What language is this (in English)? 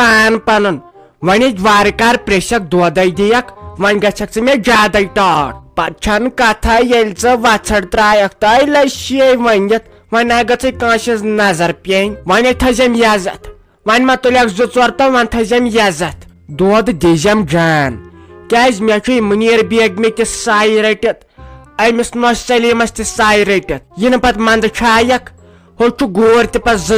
Kashmiri